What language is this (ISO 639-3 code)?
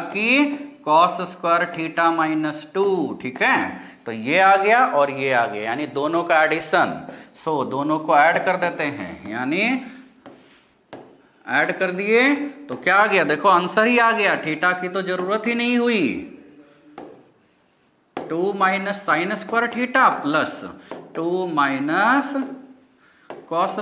hin